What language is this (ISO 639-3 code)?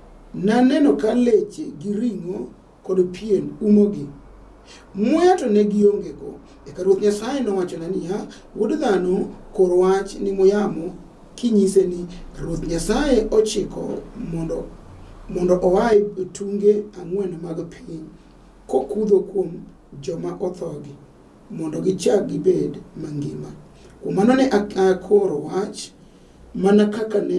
luo